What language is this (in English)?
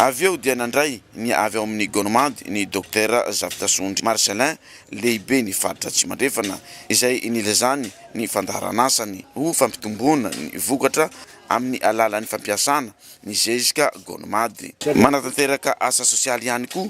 Malagasy